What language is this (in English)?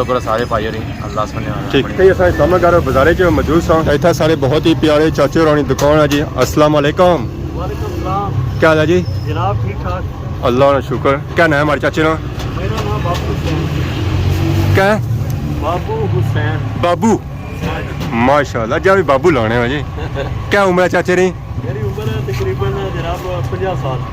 Pahari-Potwari